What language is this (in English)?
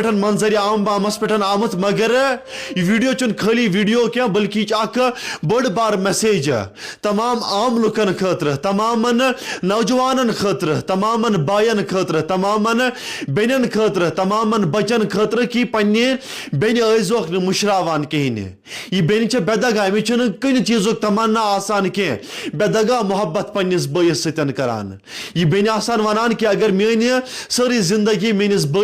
Kashmiri